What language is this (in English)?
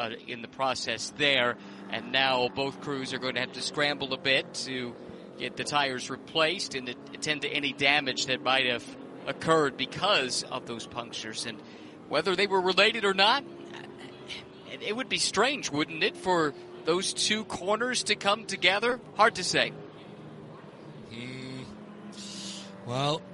English